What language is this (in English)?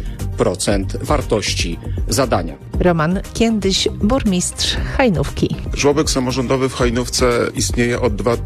Polish